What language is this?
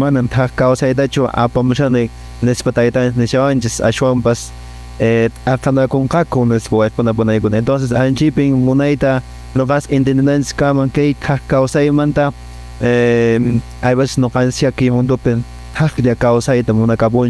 Quechua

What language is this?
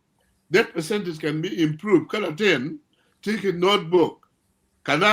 Acoli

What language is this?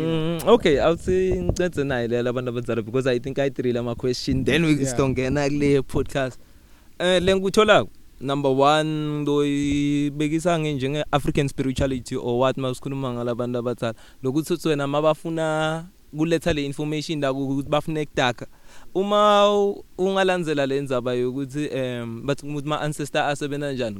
English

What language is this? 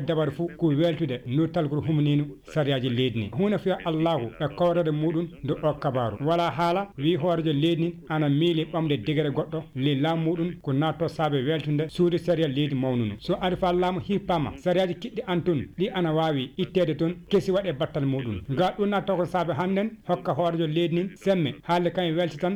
Fula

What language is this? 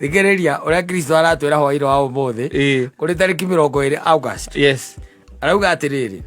Kikuyu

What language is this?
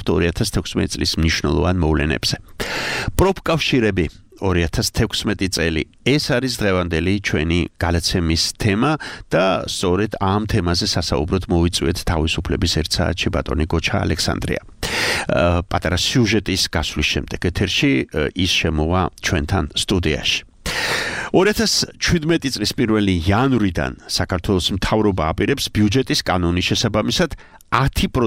Georgian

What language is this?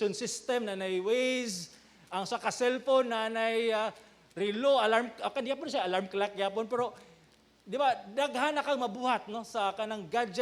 Cebuano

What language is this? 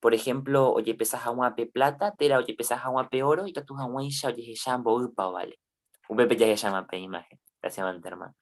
Guarani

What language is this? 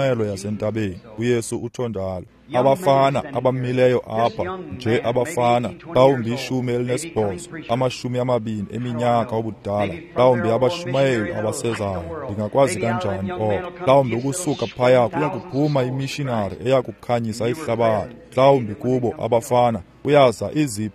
Xhosa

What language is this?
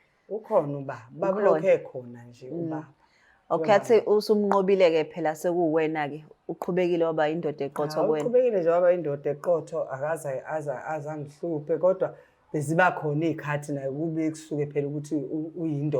Zulu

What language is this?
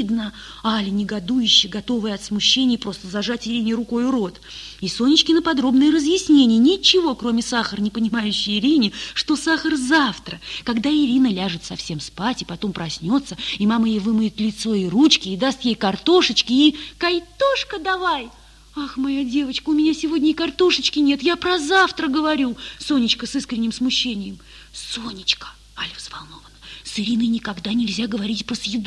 Russian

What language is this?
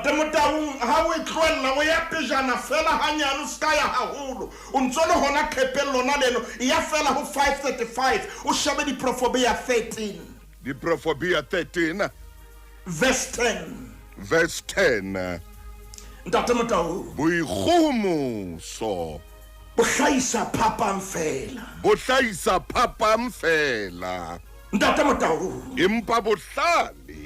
Southern Sotho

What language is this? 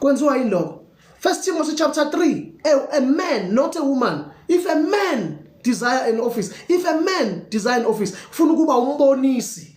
Zulu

